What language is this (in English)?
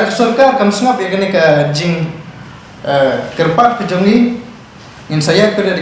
Khasi